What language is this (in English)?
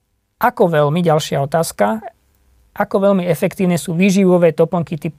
Slovak